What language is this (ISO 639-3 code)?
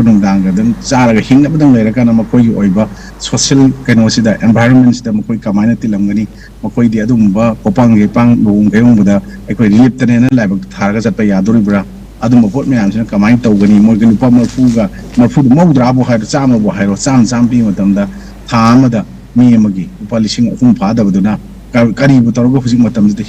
mni